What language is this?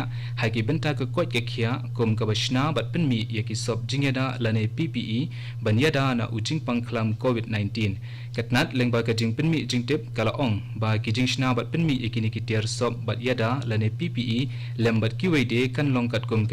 Khasi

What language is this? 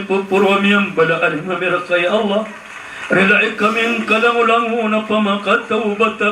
Maranao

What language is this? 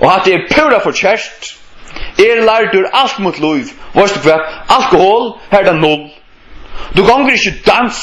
Faroese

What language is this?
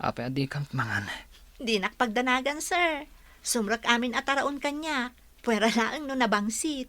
Iloko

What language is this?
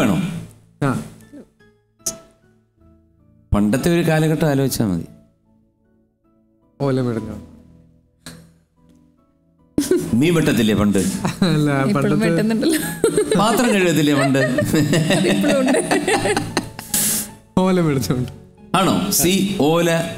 Malayalam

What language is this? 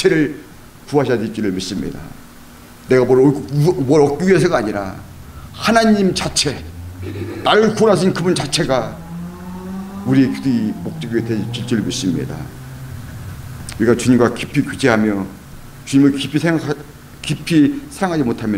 Korean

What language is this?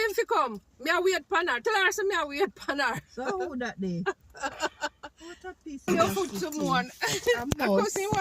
Jamaican Creole English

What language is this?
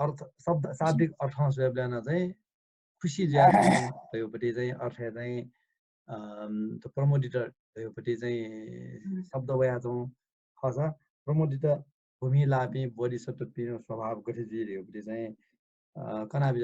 Newari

